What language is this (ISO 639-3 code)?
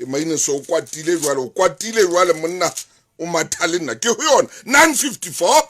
sot